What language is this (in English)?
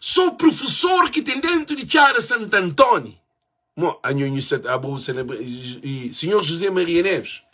Kabuverdianu